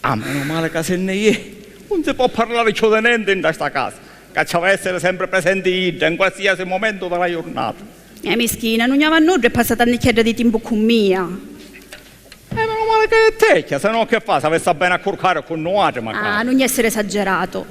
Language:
Sicilian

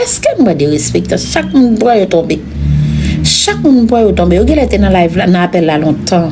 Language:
Haitian Creole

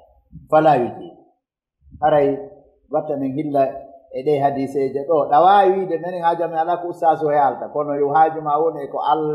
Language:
Fula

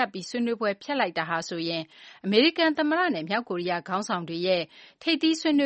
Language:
Burmese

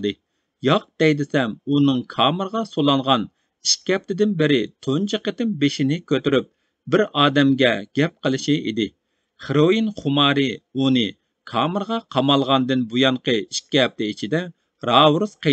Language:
Uyghur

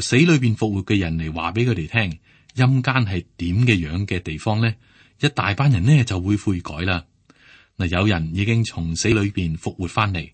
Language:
Cantonese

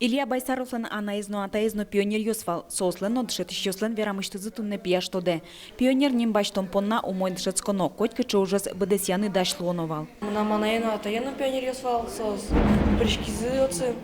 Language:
Udmurt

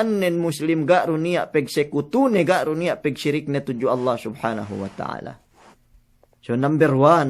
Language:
Yakan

